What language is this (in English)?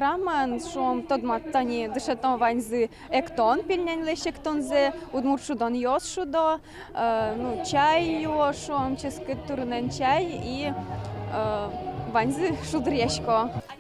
Udmurt